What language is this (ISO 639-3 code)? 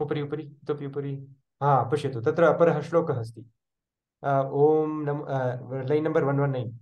san